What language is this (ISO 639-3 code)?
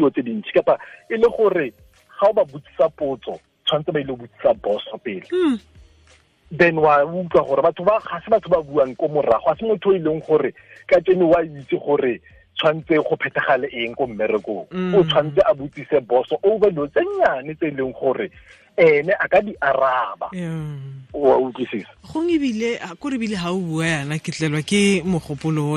tsn